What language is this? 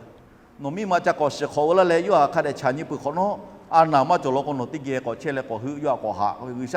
Lahu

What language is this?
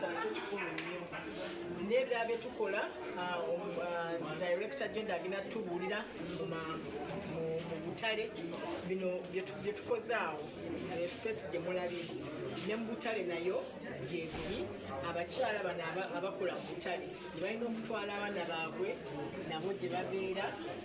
Ganda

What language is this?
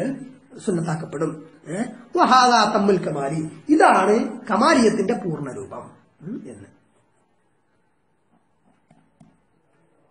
Malayalam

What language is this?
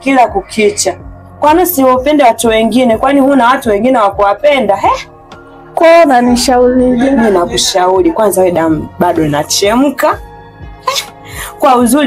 Swahili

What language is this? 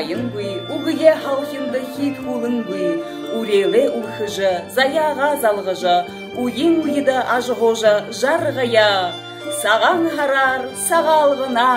Buriat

